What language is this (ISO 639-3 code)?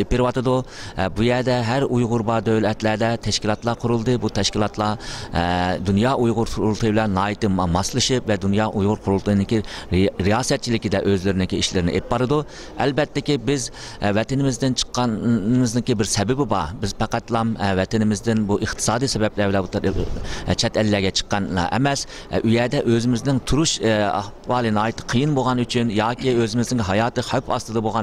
uig